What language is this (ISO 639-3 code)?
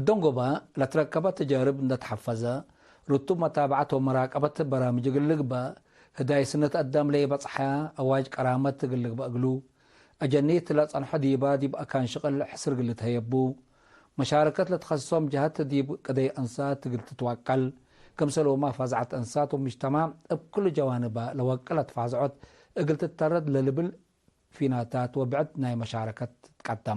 tig